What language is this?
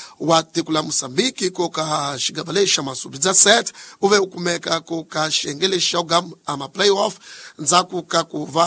Tsonga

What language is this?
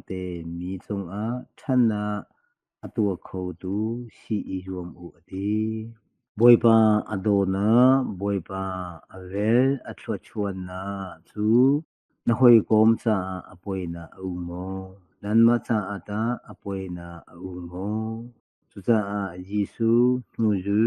Hakha Chin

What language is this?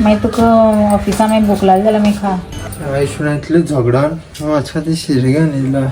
Konkani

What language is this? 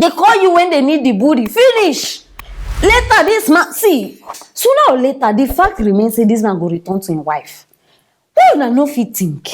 Nigerian Pidgin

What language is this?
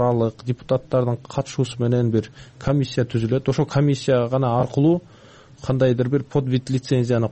Kyrgyz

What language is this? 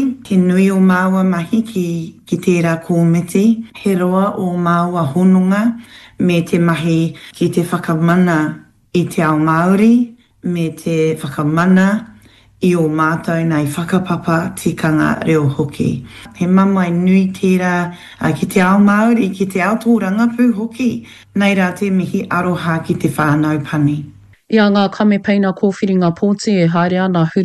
Māori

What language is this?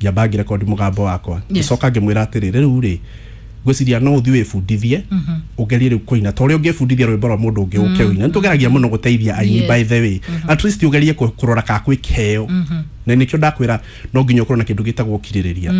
Kikuyu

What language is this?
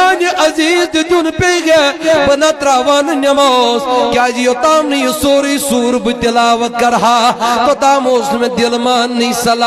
Kashmiri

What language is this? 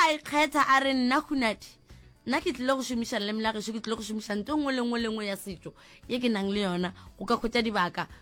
Northern Sotho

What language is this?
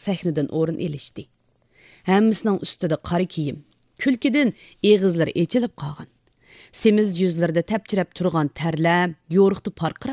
Uyghur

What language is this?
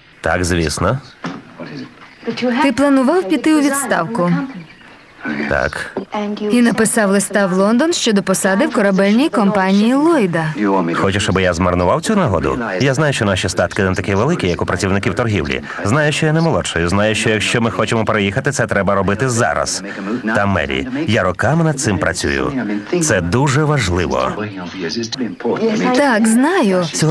Ukrainian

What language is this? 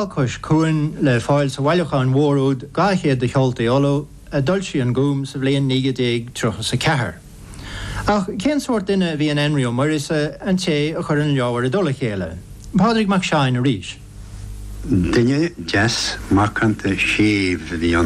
Irish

